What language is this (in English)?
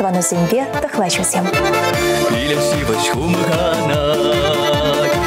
Chuvash